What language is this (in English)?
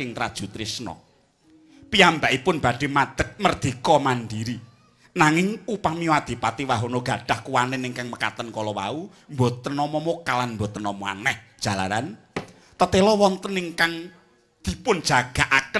Javanese